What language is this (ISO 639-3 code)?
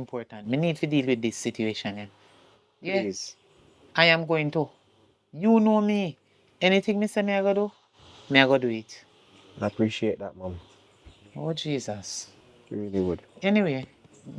jam